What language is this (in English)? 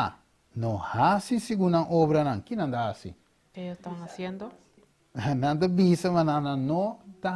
Papiamento